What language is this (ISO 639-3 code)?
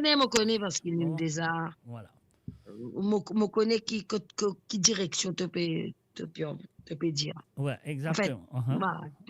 mfe